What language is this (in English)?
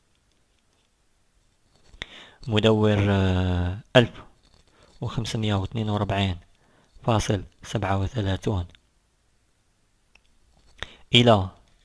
Algerian Arabic